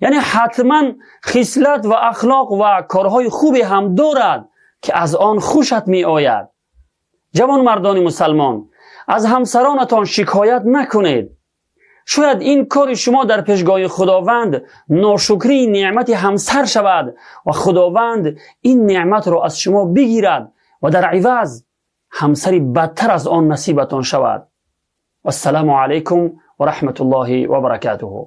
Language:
Tajik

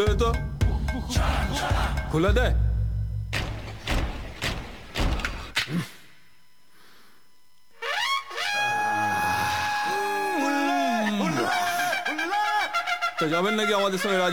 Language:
Bangla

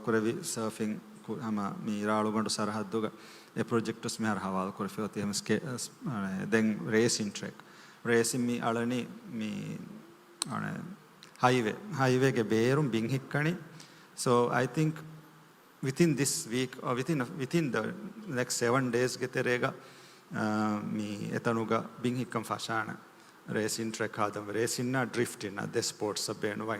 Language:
Divehi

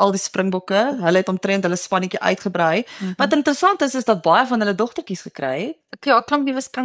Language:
Afrikaans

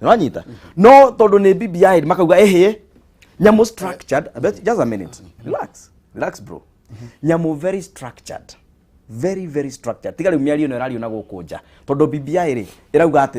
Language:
Kikuyu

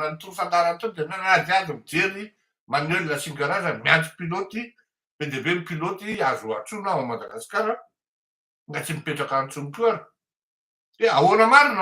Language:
Malagasy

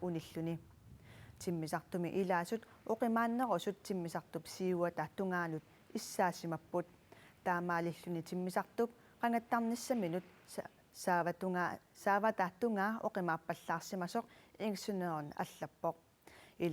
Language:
Kalaallisut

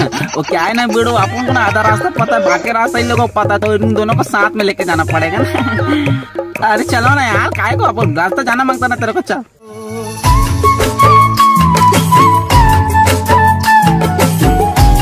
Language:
Hindi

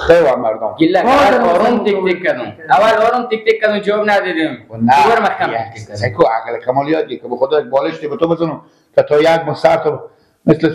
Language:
Persian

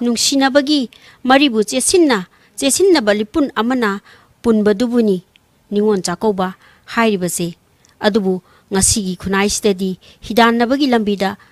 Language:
Manipuri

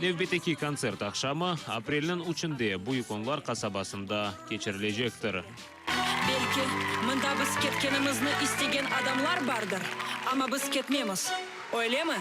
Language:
Crimean Tatar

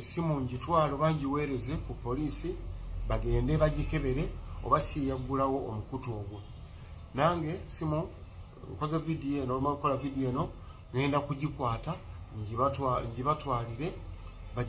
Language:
Ganda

